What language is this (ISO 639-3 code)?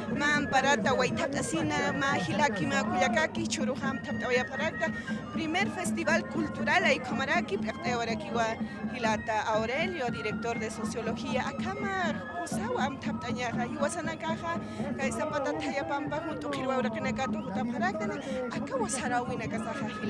aym